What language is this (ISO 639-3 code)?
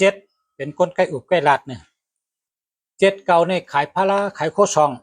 shn